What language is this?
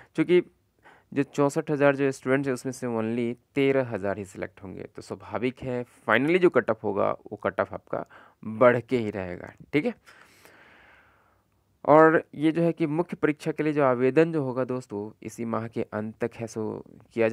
Hindi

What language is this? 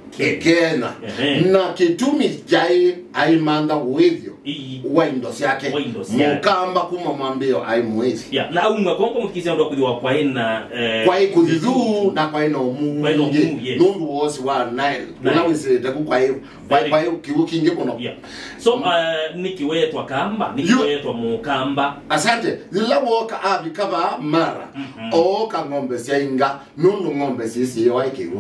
Kamba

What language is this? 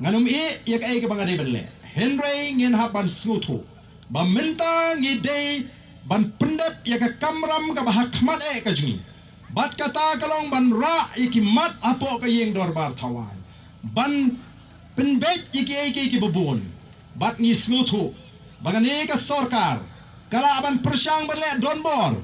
Khasi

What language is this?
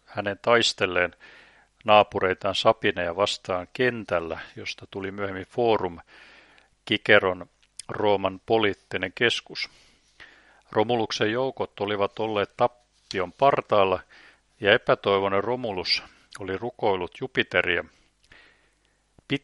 Finnish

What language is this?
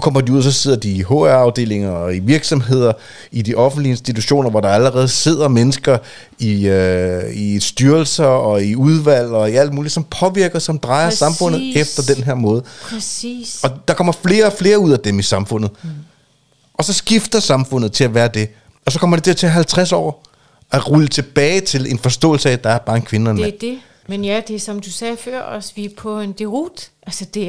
Danish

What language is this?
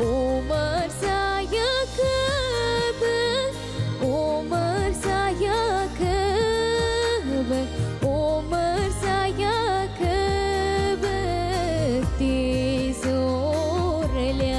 Tatar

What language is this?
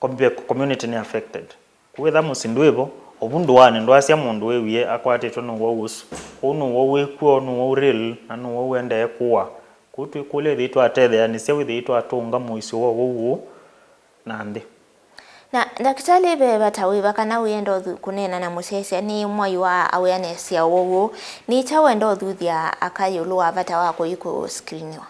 Kamba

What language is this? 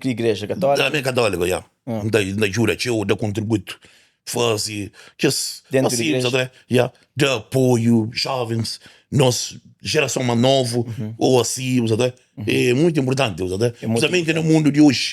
Kabuverdianu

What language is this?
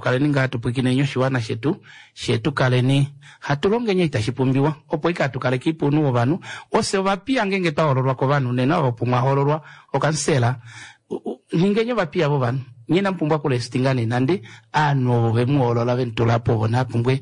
Kuanyama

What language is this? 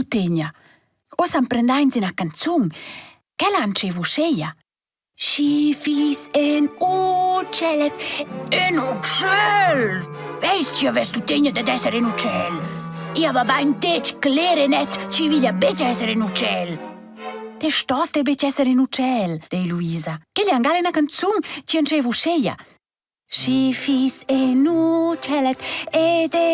Romansh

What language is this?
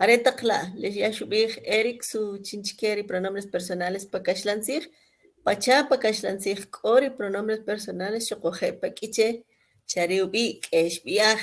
Kʼicheʼ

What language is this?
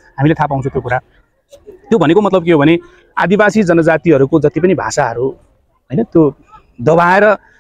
Nepali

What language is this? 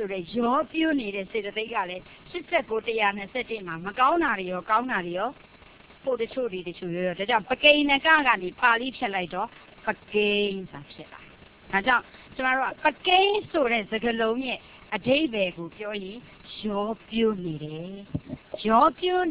Burmese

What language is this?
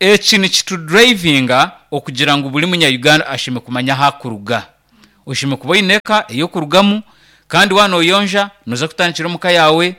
Nyankole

